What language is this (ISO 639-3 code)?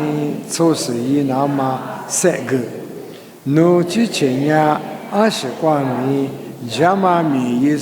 lis